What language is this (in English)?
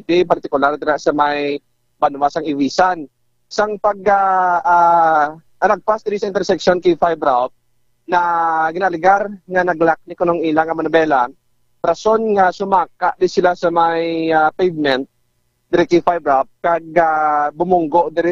Hiligaynon